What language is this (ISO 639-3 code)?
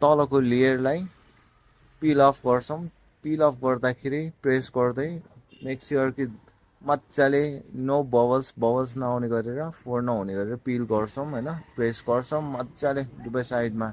nep